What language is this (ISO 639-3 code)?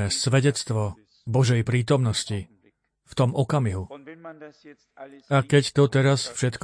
slk